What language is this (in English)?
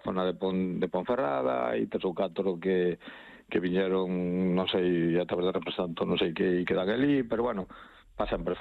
Galician